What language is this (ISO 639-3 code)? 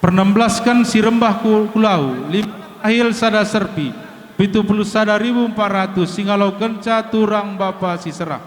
btx